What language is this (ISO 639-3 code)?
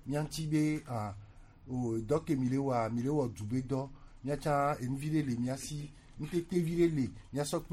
gej